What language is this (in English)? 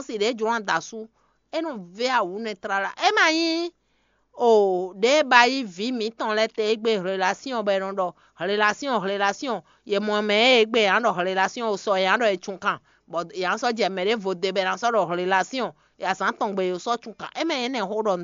Fon